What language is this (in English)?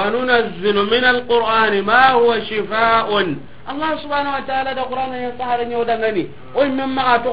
Soninke